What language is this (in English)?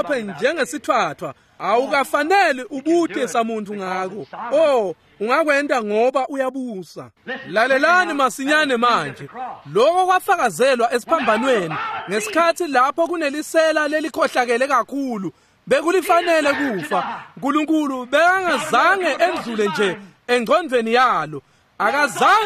Swati